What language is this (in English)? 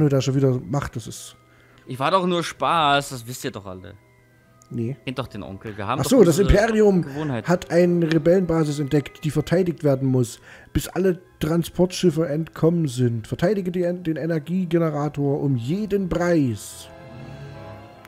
German